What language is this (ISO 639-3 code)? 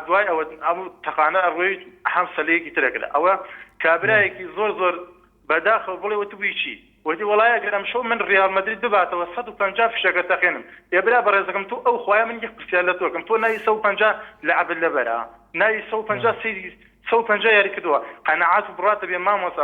ckb